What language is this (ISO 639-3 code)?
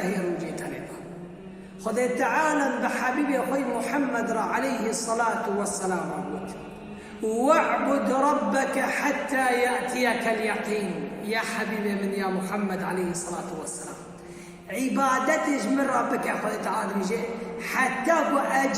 kur